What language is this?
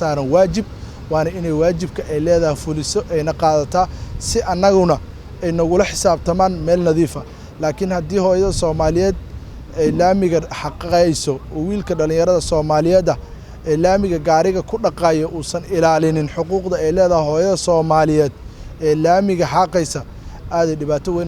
Somali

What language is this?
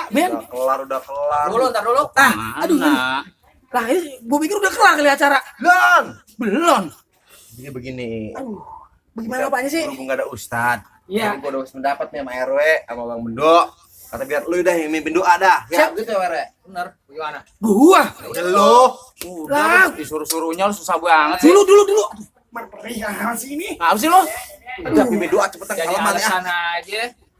Betawi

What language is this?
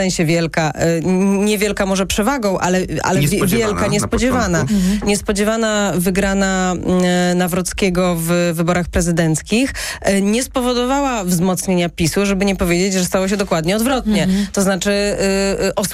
Polish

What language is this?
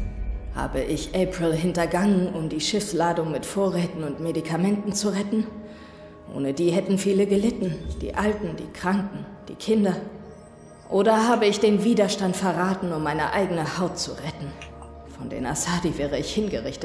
Swiss German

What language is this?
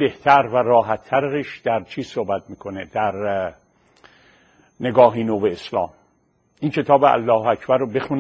Persian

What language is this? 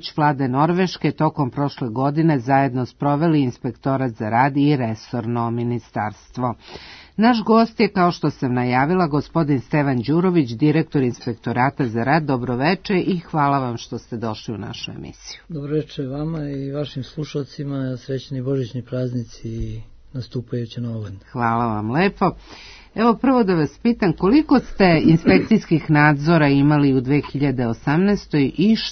Serbian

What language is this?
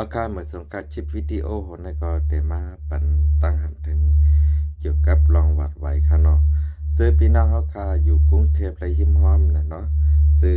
Shan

